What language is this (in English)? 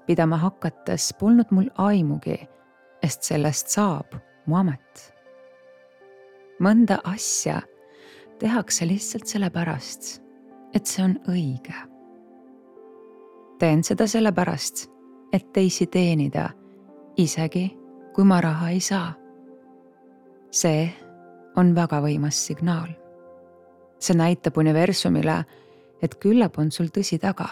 Estonian